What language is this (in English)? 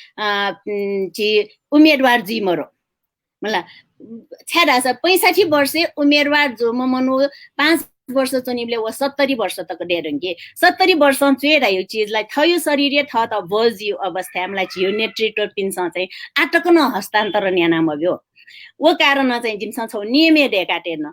Newari